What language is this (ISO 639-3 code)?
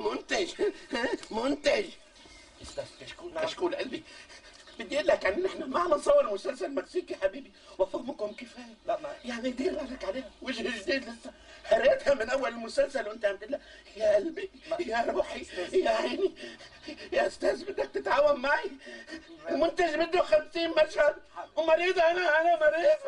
apc